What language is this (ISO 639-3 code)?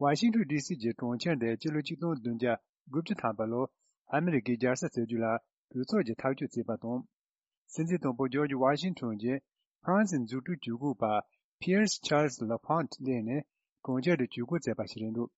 bod